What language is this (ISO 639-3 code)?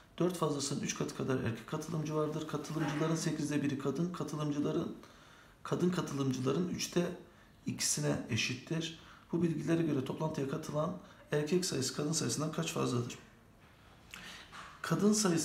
tur